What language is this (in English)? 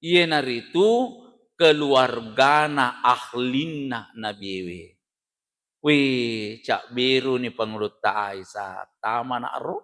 Buginese